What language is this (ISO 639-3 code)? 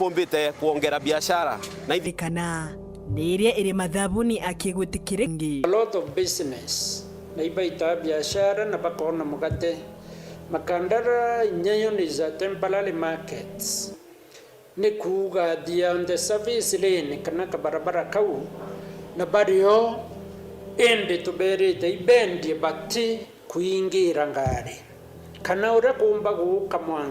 mer